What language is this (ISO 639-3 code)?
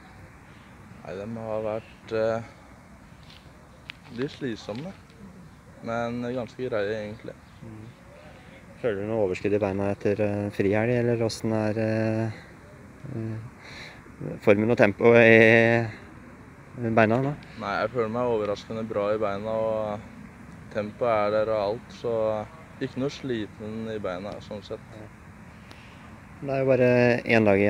nor